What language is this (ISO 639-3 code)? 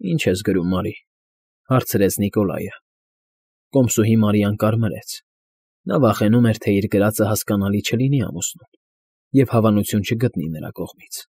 hye